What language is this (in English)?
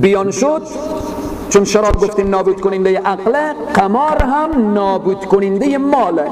Persian